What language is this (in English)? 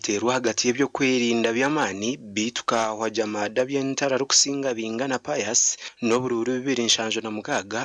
Nyankole